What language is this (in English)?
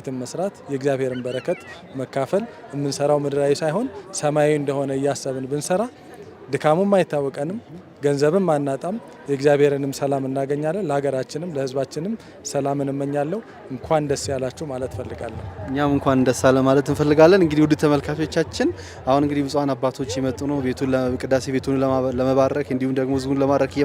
Amharic